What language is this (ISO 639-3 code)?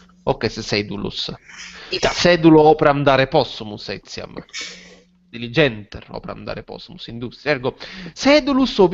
lat